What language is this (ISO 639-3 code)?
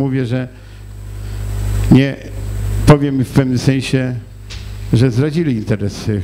pol